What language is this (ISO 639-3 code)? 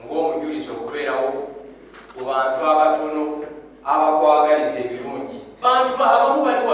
lug